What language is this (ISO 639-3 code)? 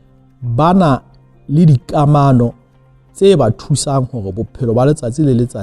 sot